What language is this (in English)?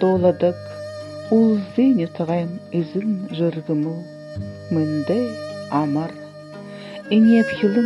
Buriat